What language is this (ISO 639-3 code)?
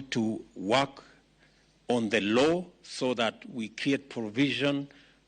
luo